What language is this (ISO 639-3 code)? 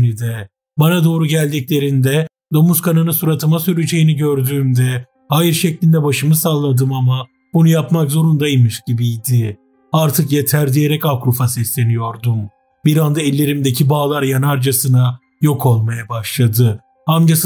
tur